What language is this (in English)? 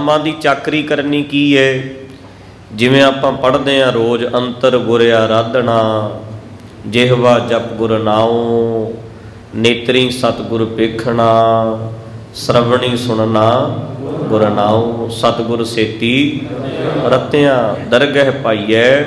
Punjabi